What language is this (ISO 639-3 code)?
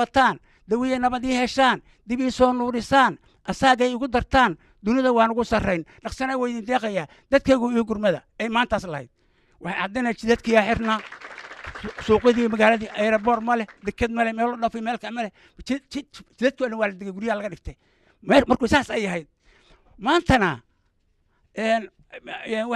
som